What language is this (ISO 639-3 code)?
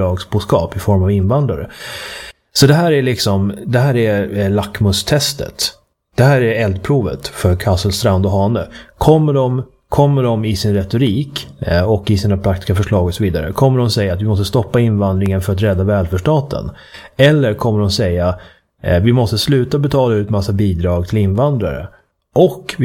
swe